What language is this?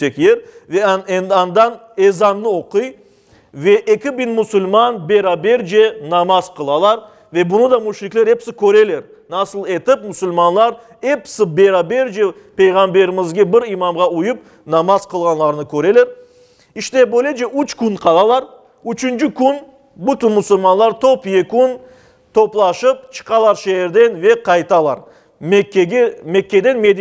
Crimean Tatar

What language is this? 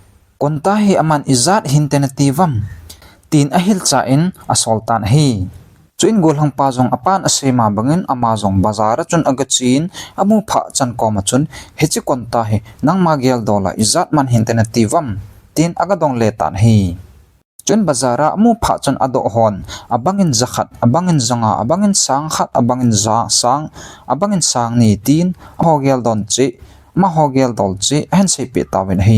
Thado Chin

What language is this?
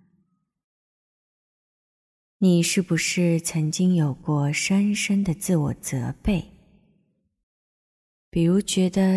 Chinese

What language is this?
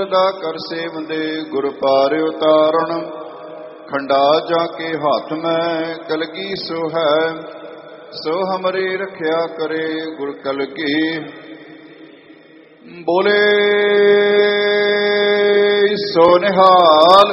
Punjabi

